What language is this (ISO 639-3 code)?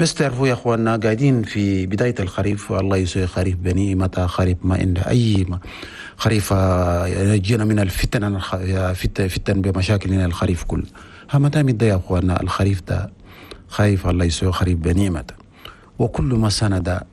shu